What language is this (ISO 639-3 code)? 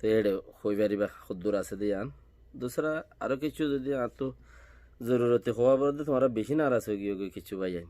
rhg